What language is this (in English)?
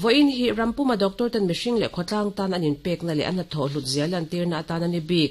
Mizo